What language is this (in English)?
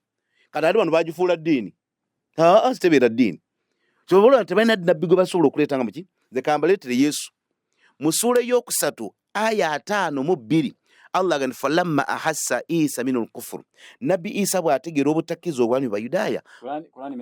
Ganda